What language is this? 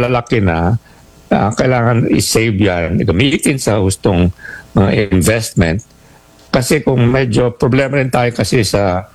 Filipino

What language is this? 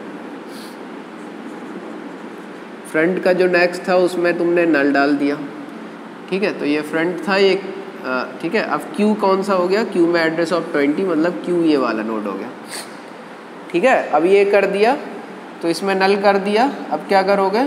Hindi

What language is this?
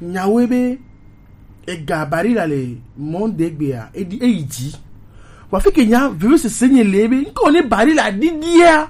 Gen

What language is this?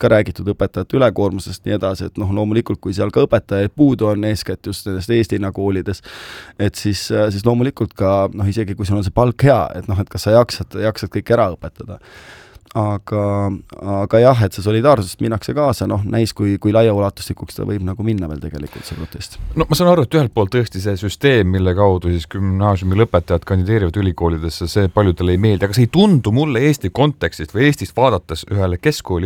Estonian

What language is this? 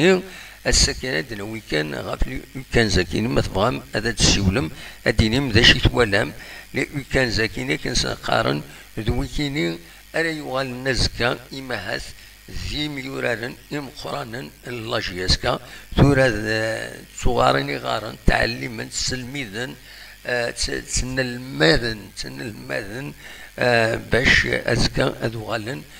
Kabyle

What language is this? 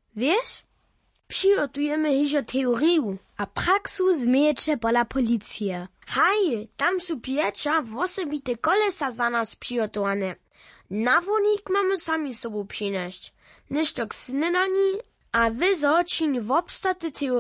Upper Sorbian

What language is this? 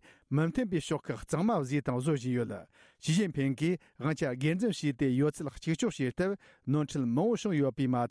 Tibetan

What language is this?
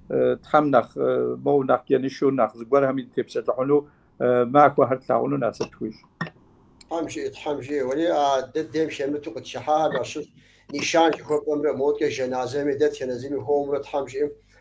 Kabardian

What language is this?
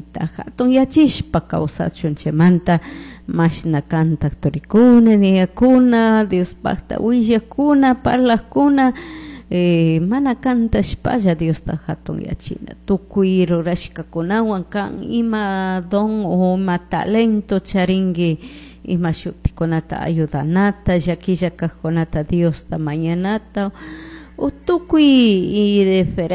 Chimborazo Highland Quichua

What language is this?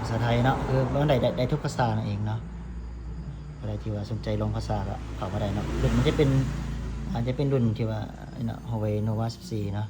Lao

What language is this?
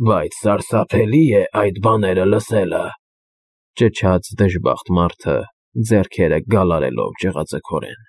Armenian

